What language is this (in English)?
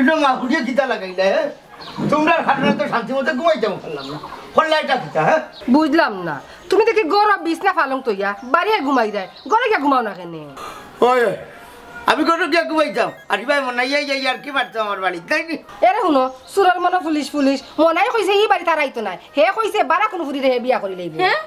Sylheti